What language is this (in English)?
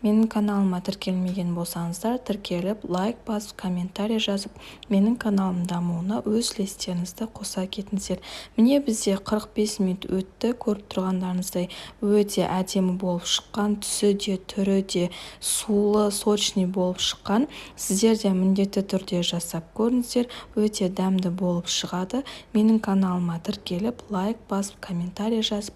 Kazakh